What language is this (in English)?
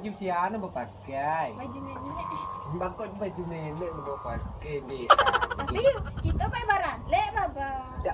Minangkabau